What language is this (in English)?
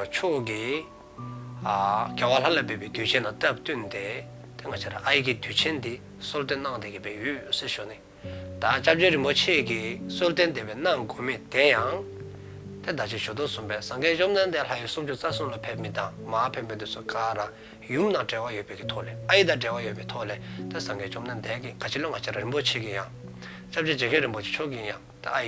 Dzongkha